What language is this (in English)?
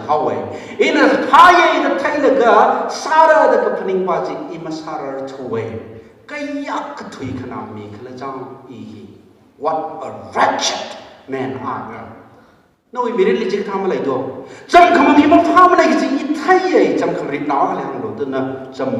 Tangkhul Naga (India)